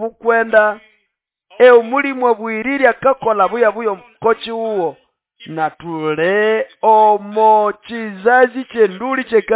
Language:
Nande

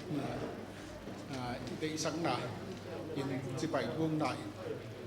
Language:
Paite Chin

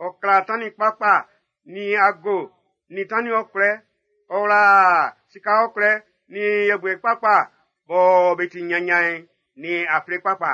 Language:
Baoulé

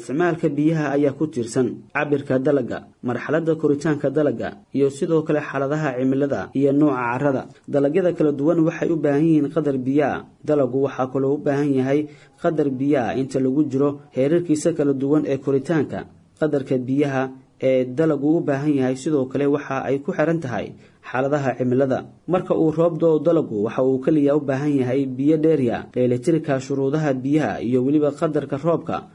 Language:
Somali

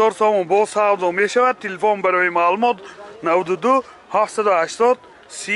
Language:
Tajik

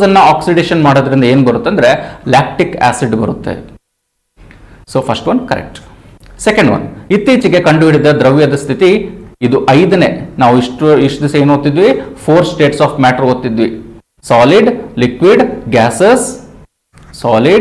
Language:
Kannada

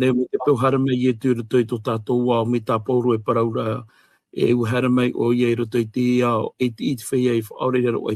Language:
Tahitian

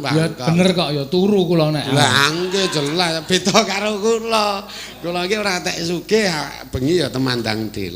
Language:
Javanese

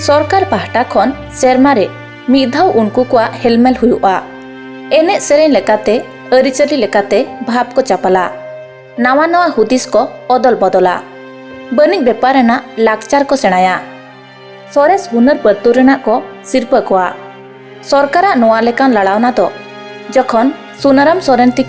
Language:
Santali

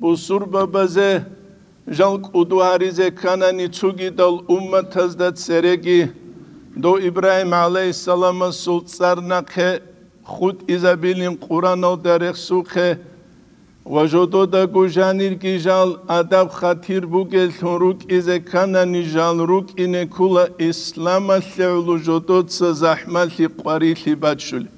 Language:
Avaric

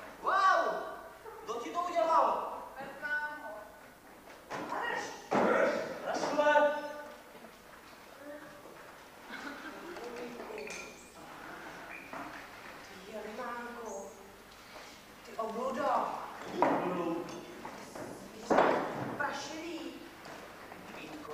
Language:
Czech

